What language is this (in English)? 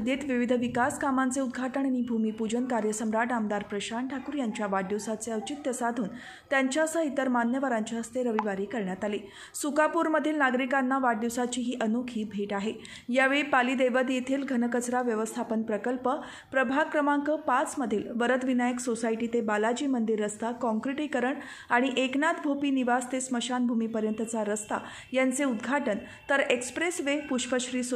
Marathi